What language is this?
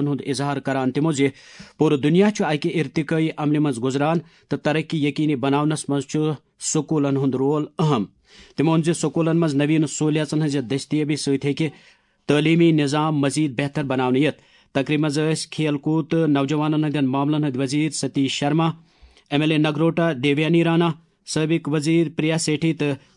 Kashmiri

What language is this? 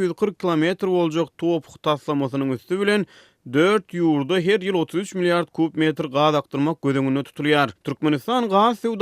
Turkmen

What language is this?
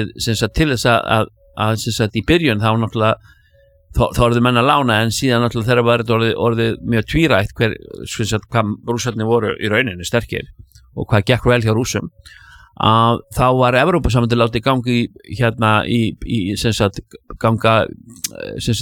Icelandic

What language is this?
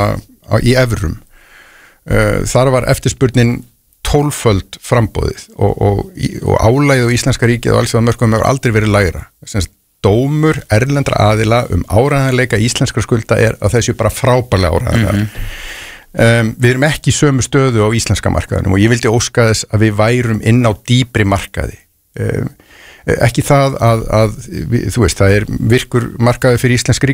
Icelandic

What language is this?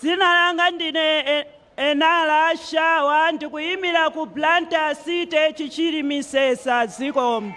Nyanja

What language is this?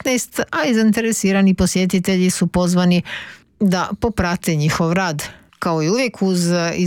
Croatian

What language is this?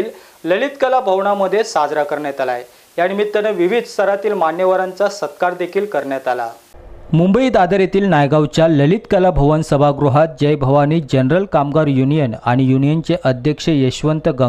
Marathi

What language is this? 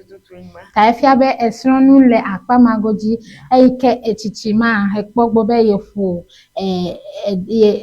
Ewe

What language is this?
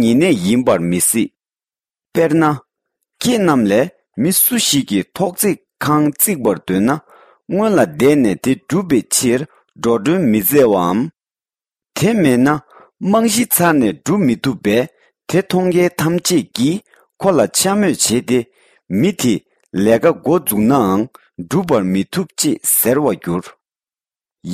Tibetan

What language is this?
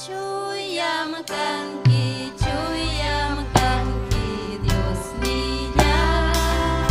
Ayacucho Quechua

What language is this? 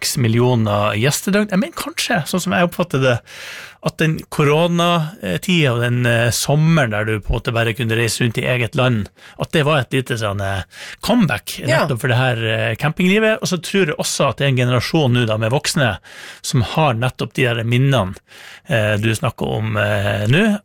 Norwegian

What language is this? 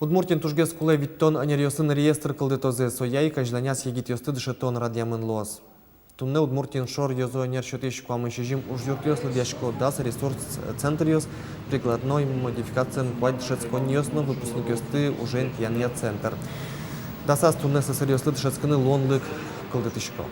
Udmurt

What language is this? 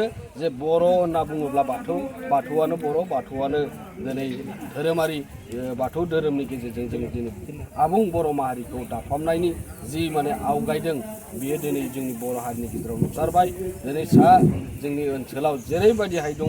Bodo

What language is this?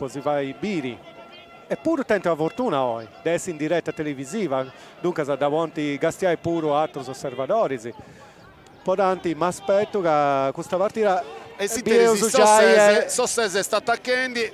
Sardinian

